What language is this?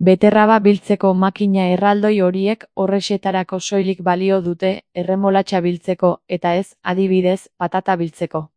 Basque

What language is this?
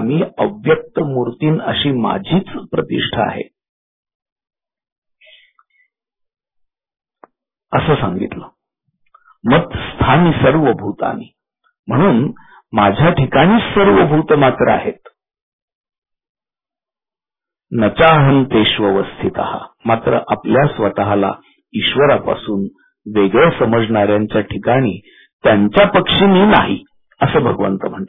Marathi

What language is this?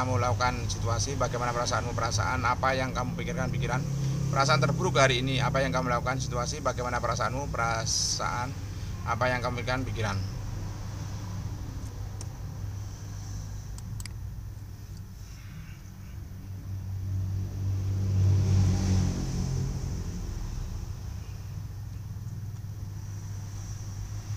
Indonesian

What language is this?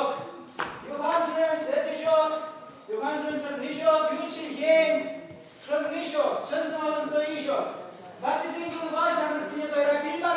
Chuvash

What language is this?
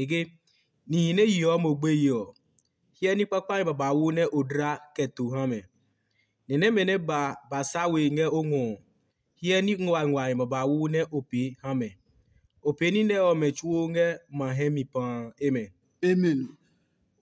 Adangme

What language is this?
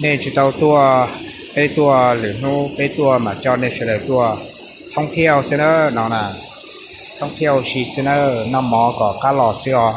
Hmong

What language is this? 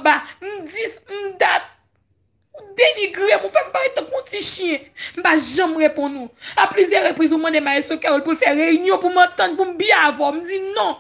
Haitian Creole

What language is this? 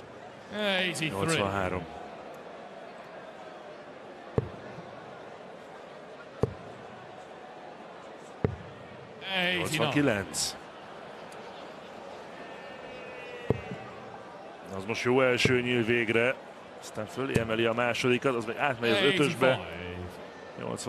Hungarian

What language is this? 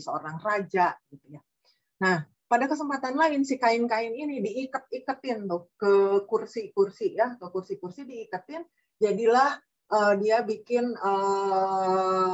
Indonesian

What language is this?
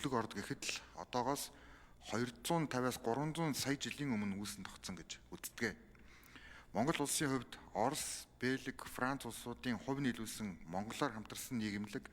Mongolian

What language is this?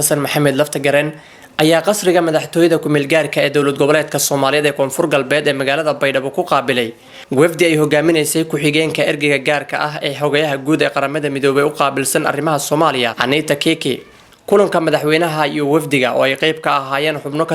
Somali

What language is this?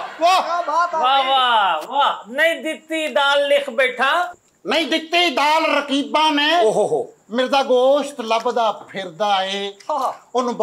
Punjabi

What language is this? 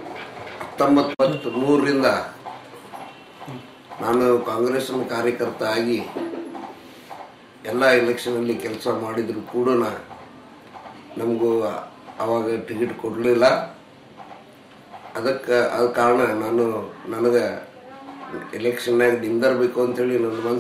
Kannada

